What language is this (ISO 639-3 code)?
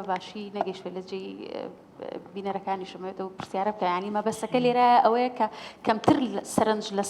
ckb